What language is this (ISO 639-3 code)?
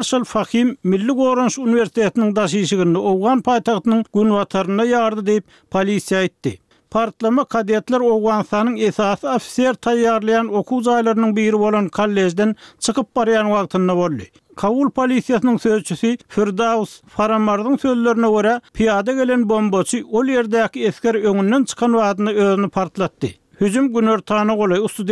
tuk